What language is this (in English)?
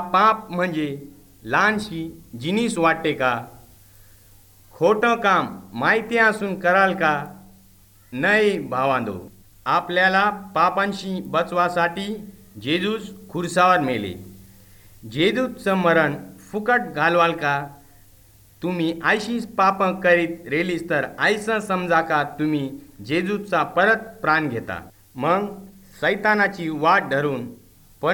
Marathi